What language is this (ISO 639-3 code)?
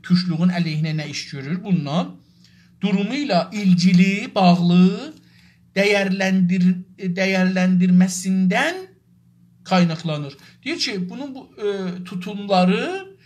azb